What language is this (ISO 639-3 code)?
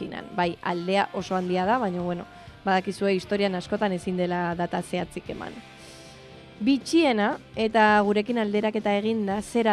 eus